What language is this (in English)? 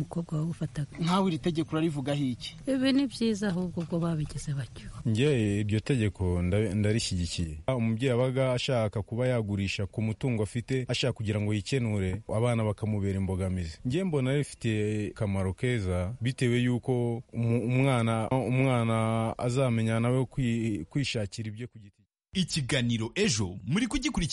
Kinyarwanda